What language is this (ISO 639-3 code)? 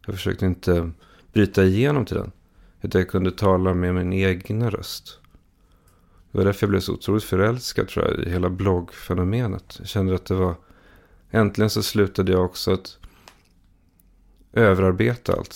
swe